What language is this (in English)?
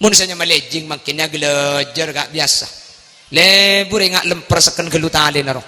Madurese